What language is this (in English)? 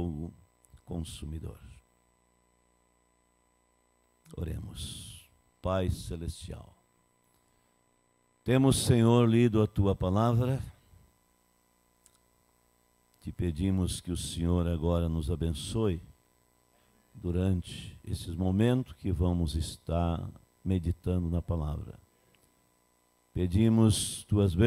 Portuguese